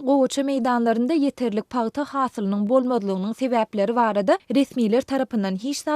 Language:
Turkmen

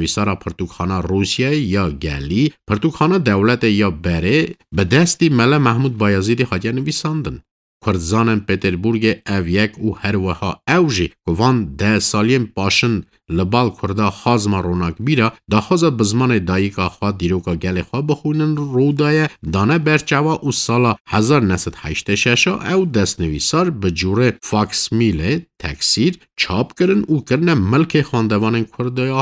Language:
Kurdish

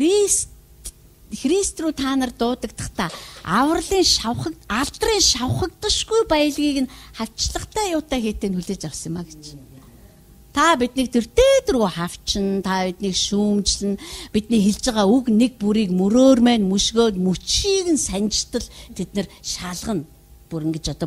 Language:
Mongolian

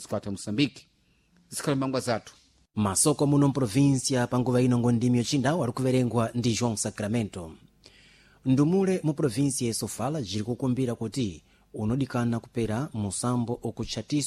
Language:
Sena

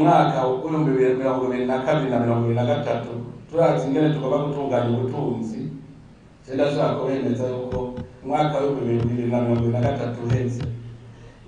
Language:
Rundi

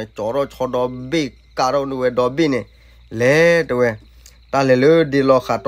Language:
S'gaw Karen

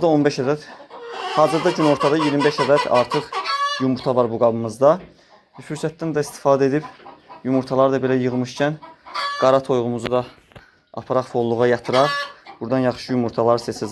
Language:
Azerbaijani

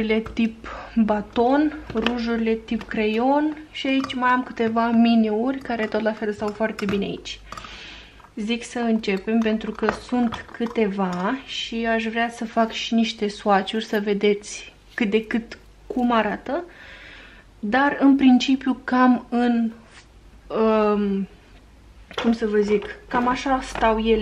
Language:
Romanian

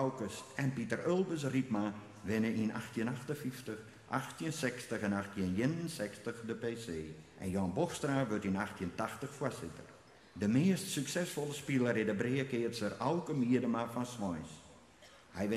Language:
Western Frisian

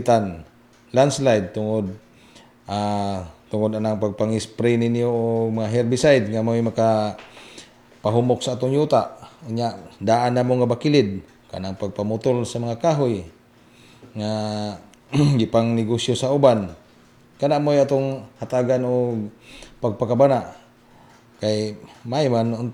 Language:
Cebuano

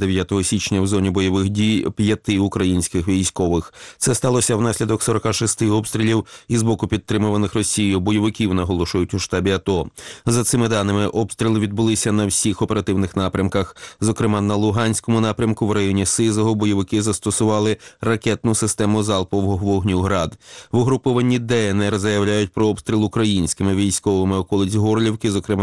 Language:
Ukrainian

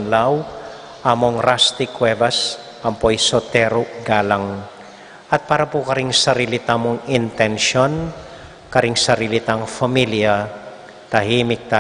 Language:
Pampanga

